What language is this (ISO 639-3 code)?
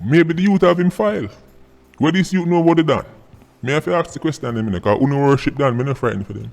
jam